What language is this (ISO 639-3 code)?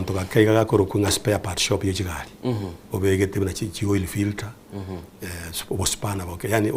guz